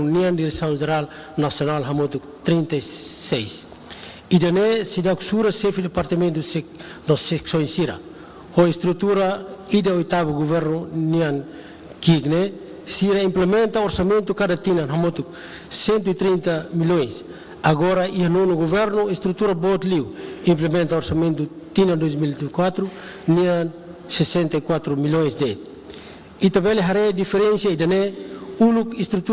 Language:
Tetum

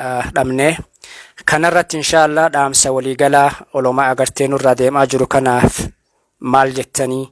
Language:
Oromo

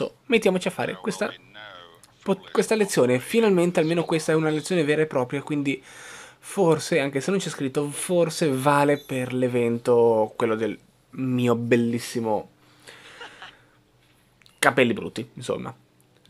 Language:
Italian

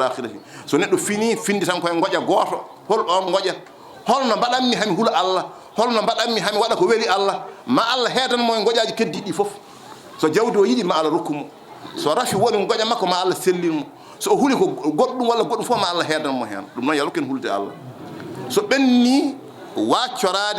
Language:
Fula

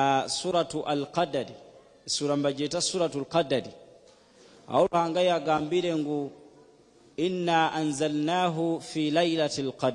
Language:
Nyankole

